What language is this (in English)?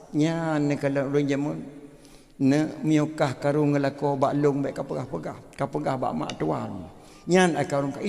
Achinese